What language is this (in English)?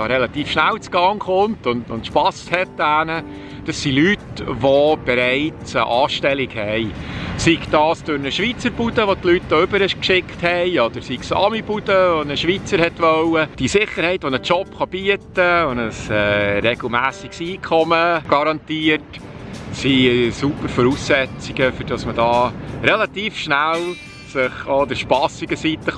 Swiss German